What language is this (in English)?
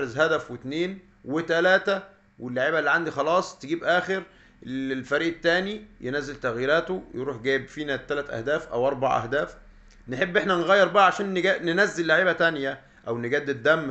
Egyptian Arabic